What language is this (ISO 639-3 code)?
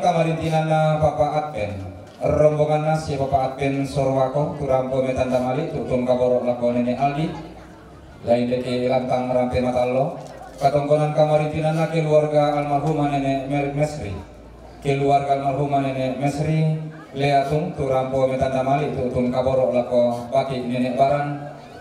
sda